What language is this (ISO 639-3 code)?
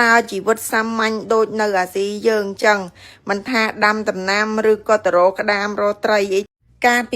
khm